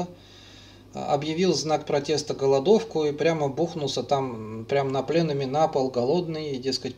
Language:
Russian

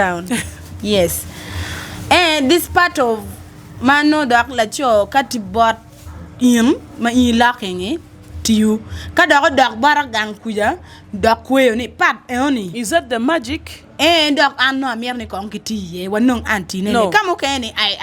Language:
Acoli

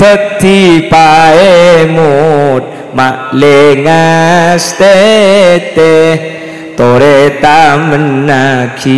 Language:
Madurese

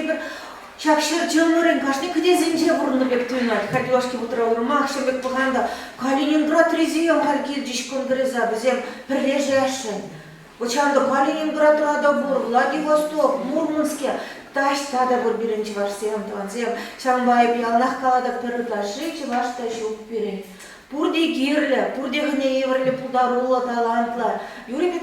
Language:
Chuvash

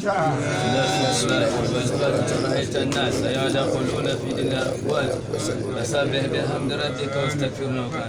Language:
Dagbani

